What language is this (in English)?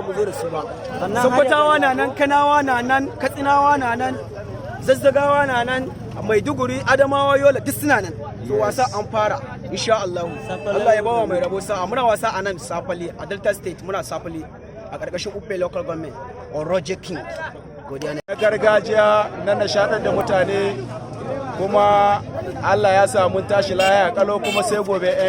Hausa